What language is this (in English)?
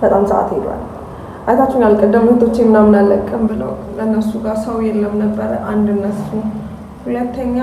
Amharic